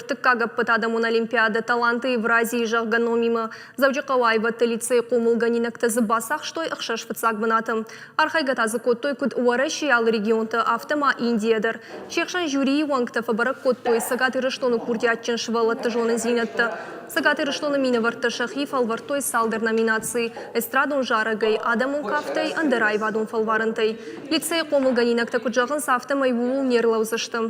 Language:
Ossetic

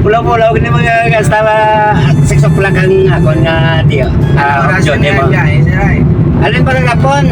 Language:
Hiligaynon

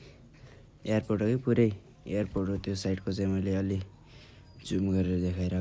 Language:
Nepali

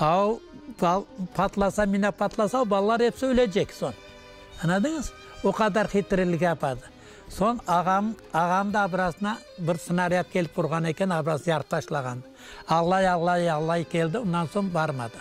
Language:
Crimean Tatar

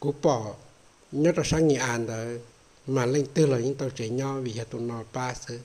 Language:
Hmong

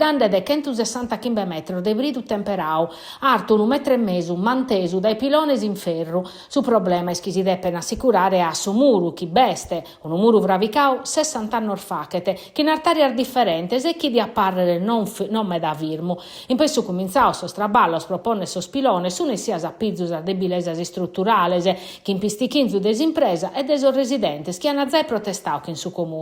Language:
Sardinian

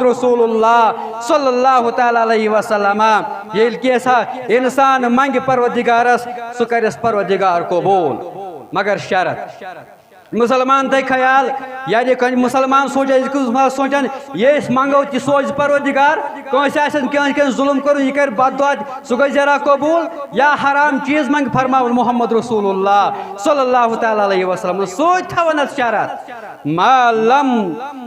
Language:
Kashmiri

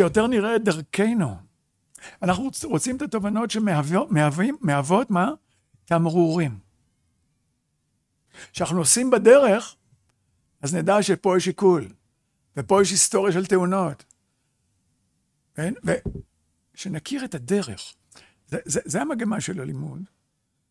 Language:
Hebrew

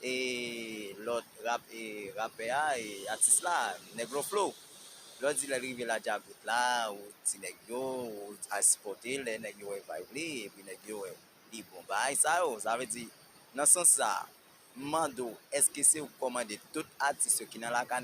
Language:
Haitian Creole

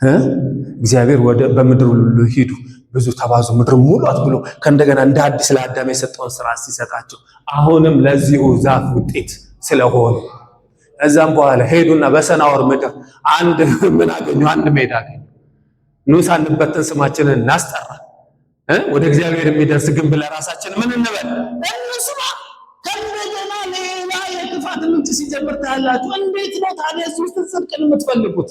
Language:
Amharic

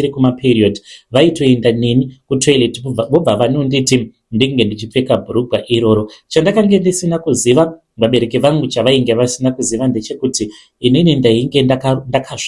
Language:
Shona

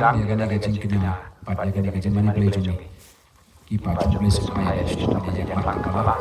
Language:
Khasi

